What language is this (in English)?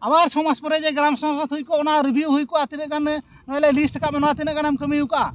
Santali